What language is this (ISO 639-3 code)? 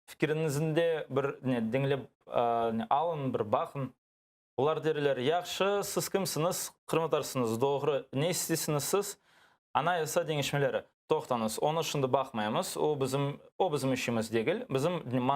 crh